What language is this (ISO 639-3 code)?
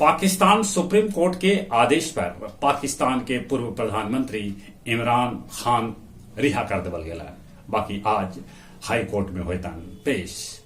mag